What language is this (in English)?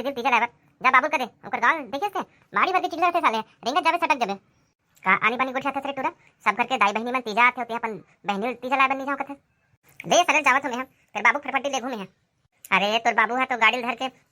Chhattisgarhi